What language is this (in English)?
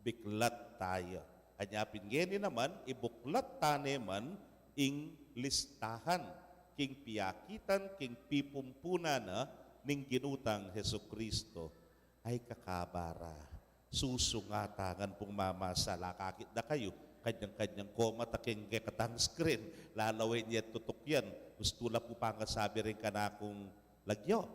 Pampanga